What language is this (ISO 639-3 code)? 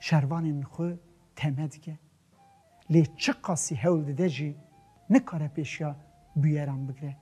kur